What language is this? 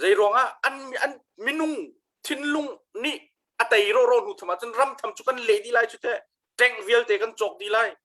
Hakha Chin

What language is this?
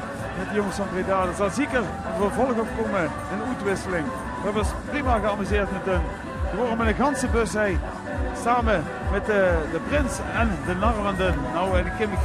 Limburgish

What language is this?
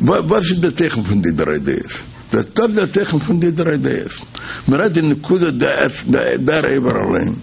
Yiddish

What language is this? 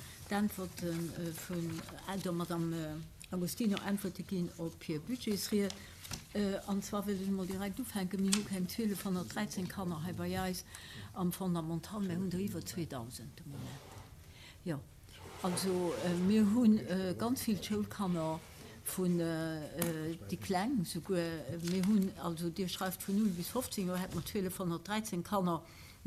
Luxembourgish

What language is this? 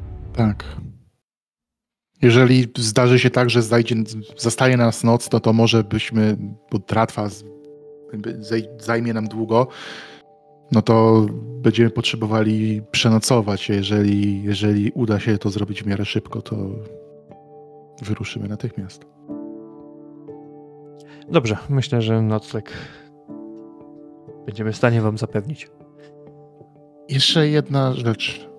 Polish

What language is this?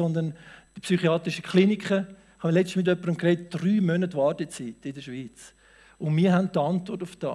Swiss German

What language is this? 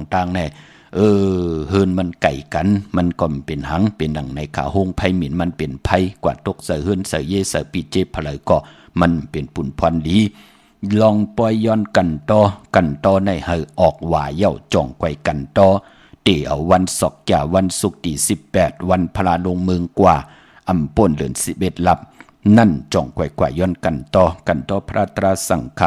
Shan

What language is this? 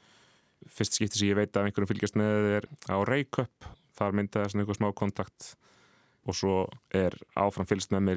Icelandic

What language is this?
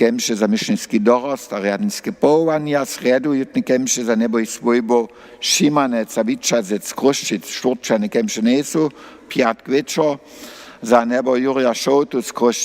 Upper Sorbian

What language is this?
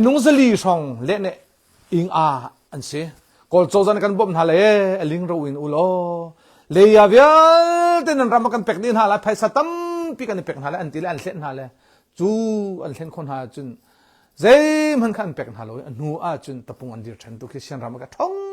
Hakha Chin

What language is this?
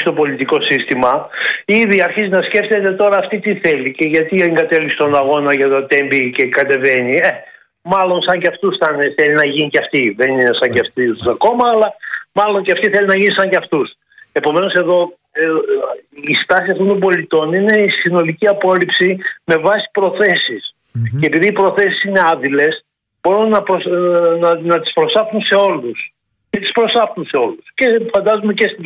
Greek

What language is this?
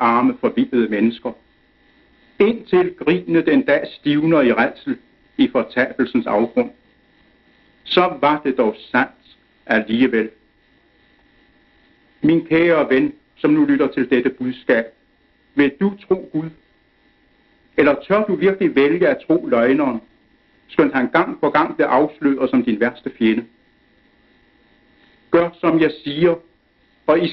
Danish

